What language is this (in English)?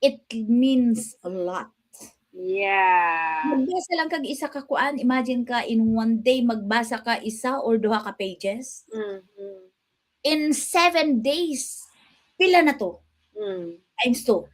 Cebuano